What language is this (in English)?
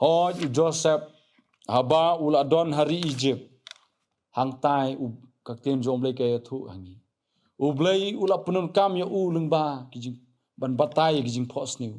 Khasi